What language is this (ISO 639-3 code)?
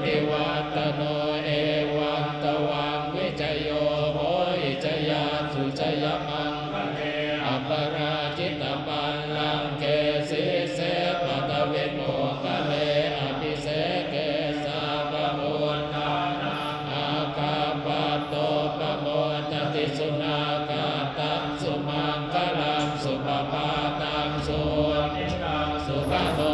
pli